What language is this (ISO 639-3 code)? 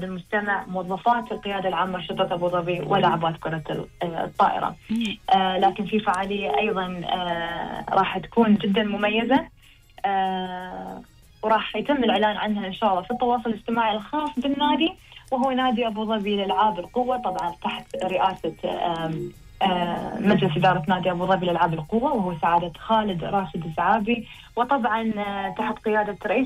afb